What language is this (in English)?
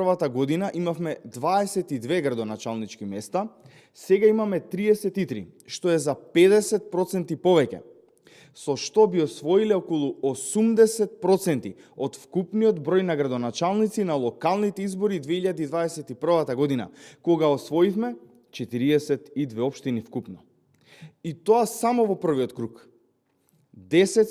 Macedonian